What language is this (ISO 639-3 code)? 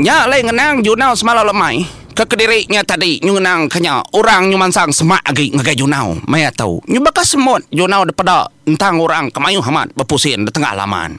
iba